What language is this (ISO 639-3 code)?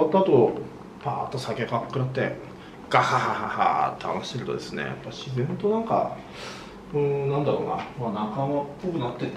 jpn